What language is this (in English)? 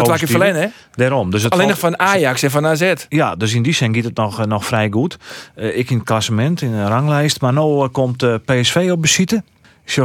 Western Frisian